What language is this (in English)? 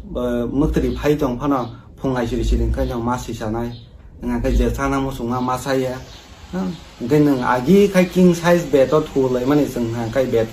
Kok Borok